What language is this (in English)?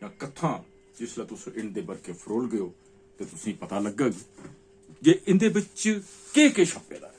Dogri